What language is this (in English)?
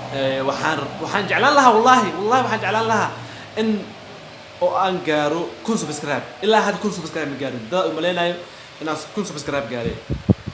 Somali